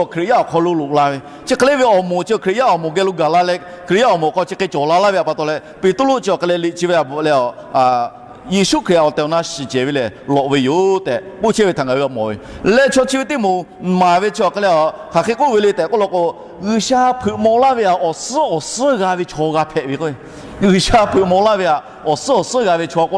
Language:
Lahu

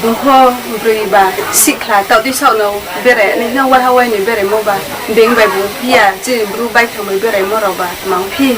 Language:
Riang (India)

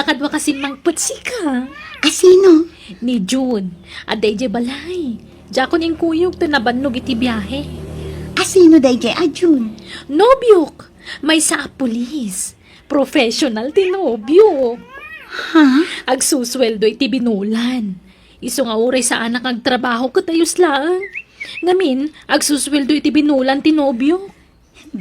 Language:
Iloko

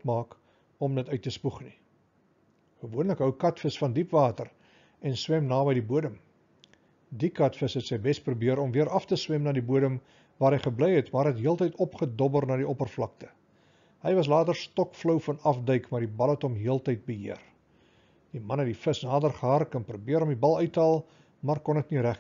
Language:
Afrikaans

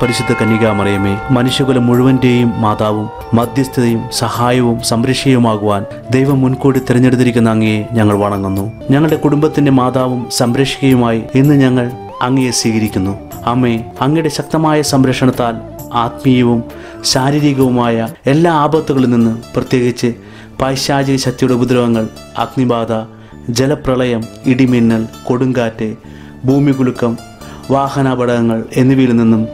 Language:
Malayalam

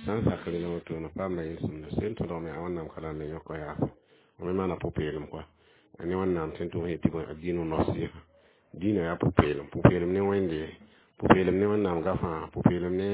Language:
Mossi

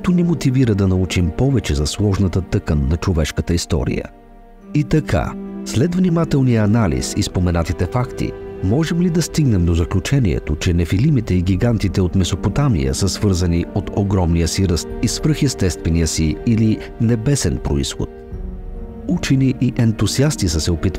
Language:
Bulgarian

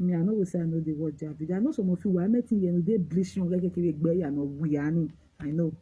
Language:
Nigerian Pidgin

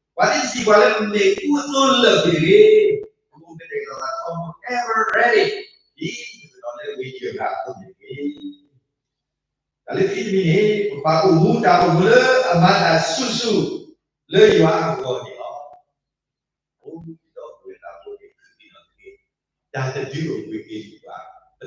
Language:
S'gaw Karen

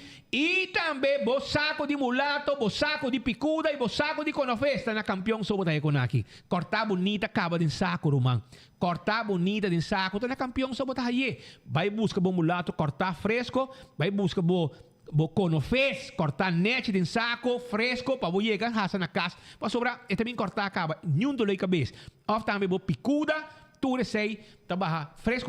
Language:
Papiamento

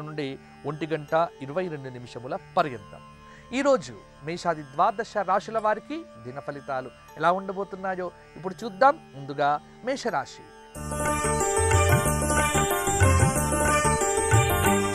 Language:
Telugu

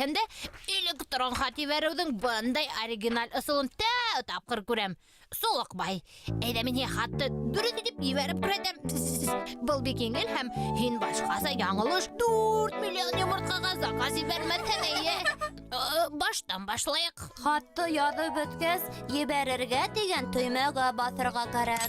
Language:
Bashkir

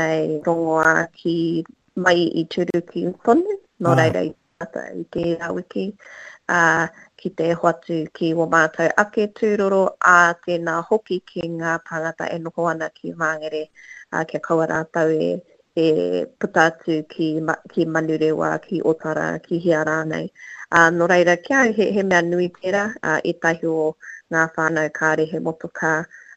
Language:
Māori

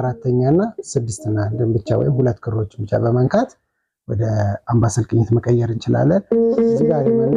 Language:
Amharic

